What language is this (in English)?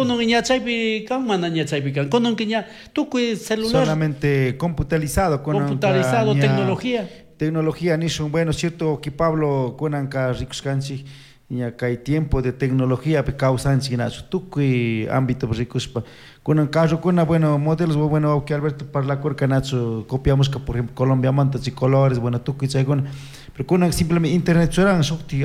Chimborazo Highland Quichua